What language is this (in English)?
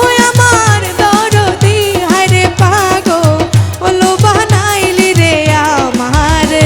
Sylheti